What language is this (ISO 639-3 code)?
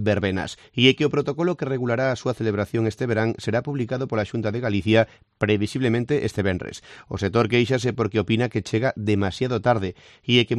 glg